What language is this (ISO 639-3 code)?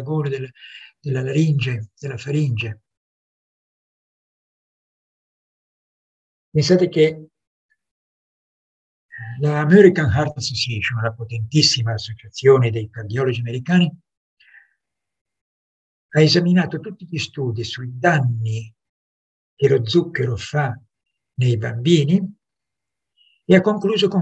ita